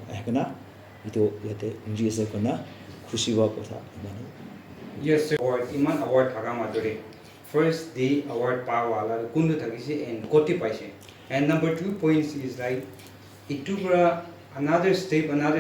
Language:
Naga Pidgin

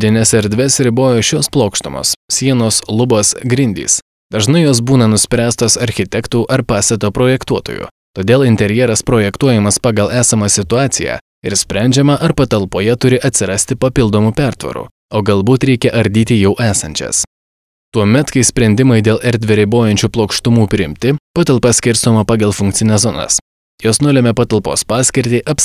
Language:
Lithuanian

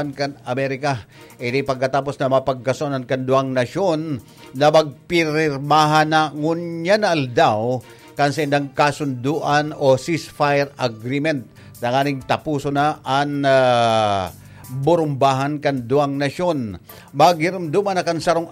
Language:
Bikol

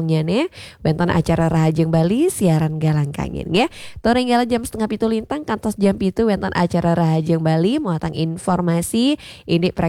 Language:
Balinese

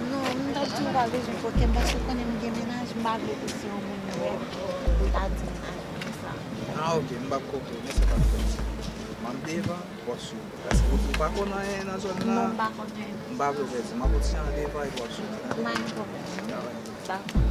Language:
Haitian Creole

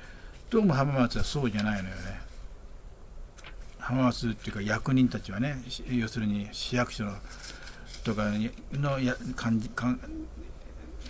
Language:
Japanese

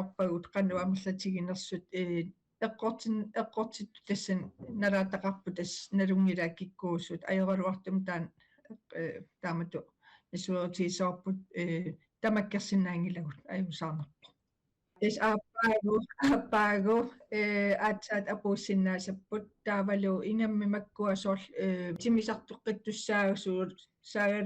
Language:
Kalaallisut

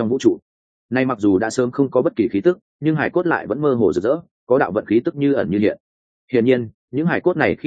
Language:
Vietnamese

